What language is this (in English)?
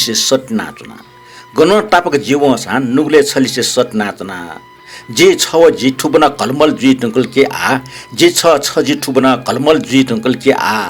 Newari